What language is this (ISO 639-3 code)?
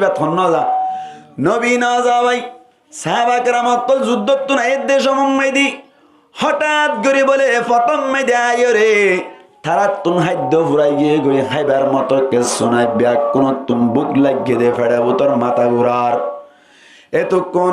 rhg